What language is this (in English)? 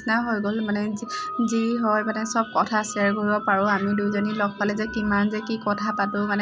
Assamese